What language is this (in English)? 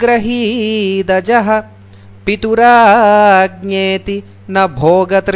Sanskrit